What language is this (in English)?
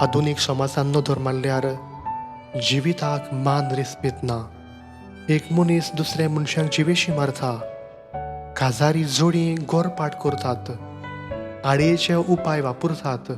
Konkani